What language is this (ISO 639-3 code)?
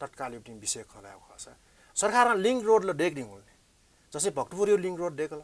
new